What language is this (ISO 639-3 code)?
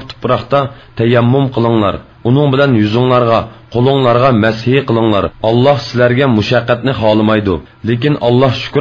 uig